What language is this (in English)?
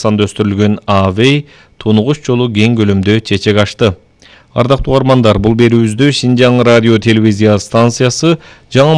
Kyrgyz